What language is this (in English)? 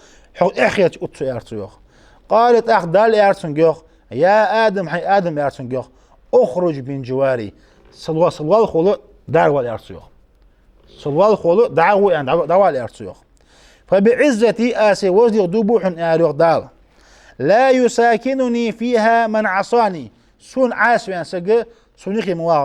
Ingush